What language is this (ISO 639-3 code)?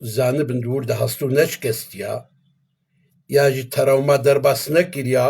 kur